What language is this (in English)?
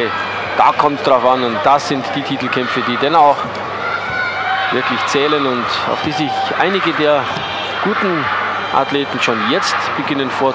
German